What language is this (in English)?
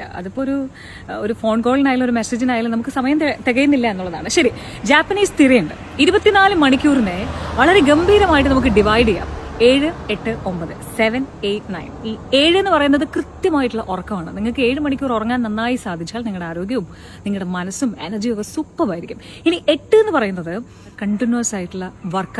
Malayalam